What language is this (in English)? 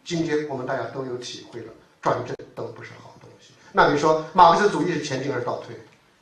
Chinese